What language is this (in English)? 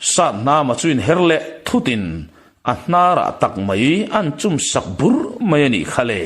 Mizo